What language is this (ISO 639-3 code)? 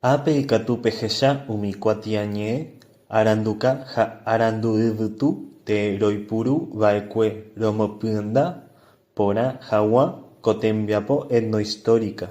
grn